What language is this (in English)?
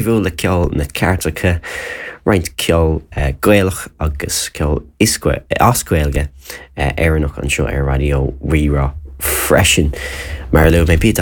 Irish